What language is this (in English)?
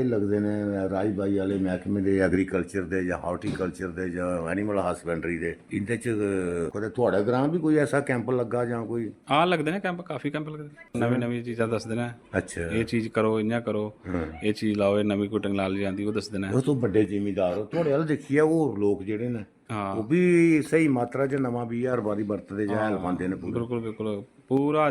Dogri